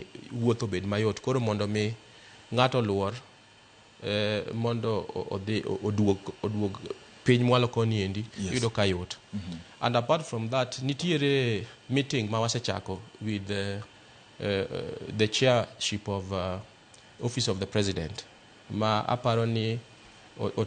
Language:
Luo (Kenya and Tanzania)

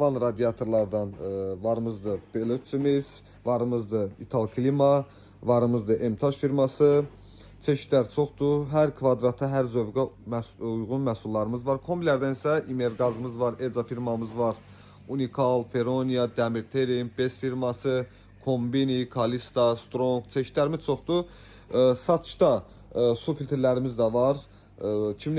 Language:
Azerbaijani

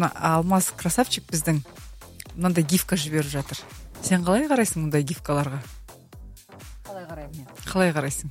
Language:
Kazakh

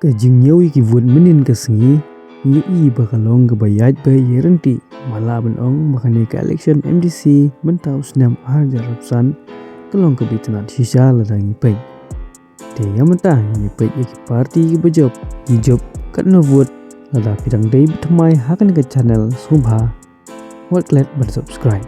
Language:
Khasi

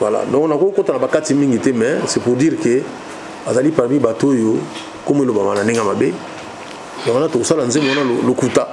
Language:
Lingala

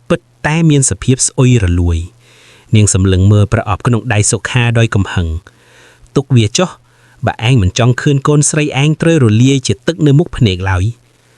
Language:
Khmer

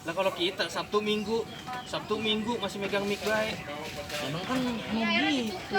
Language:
Betawi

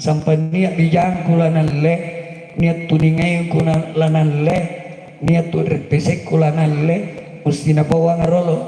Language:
Makasar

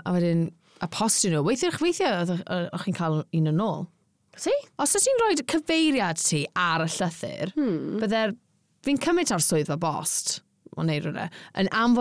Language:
Welsh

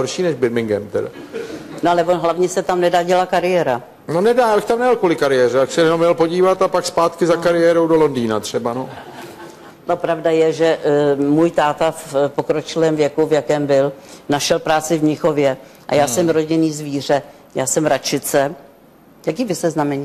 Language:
Czech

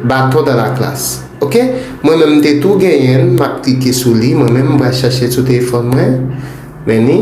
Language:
Haitian Creole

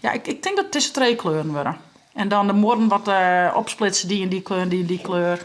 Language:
Western Frisian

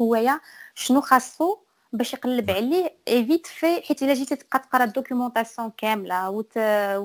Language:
Moroccan Arabic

